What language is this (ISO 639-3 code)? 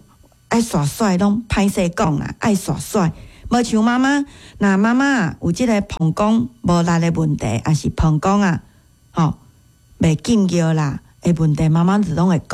nan